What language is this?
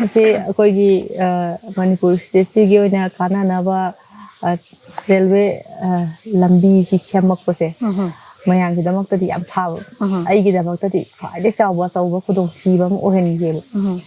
Manipuri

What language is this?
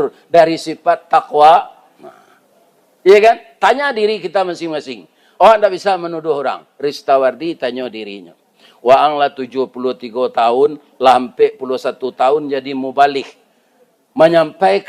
Minangkabau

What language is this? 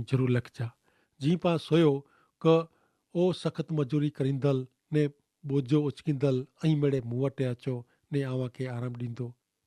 Kachhi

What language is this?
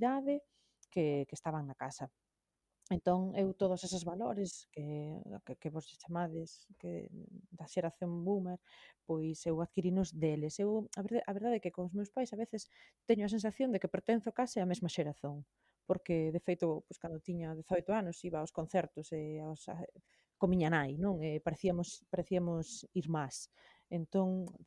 Galician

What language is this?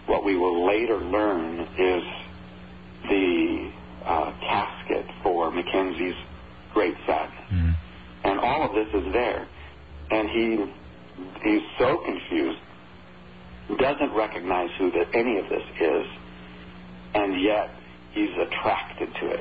English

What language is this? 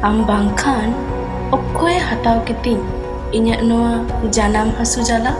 Santali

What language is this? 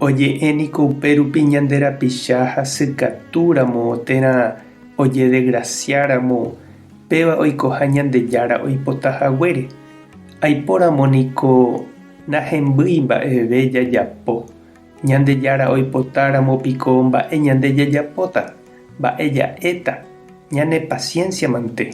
Guarani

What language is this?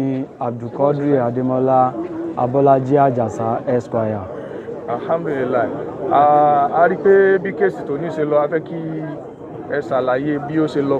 Yoruba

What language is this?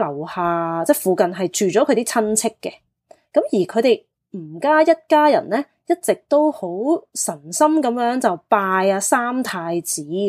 Cantonese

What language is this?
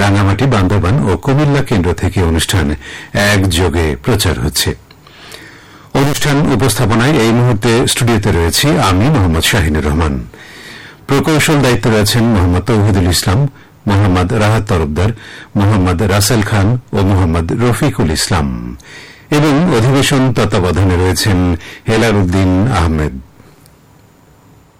Bangla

